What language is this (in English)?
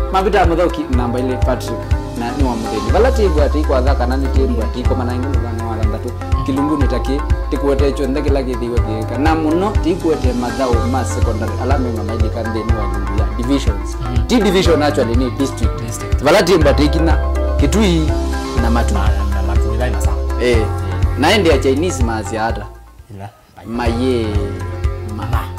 Kamba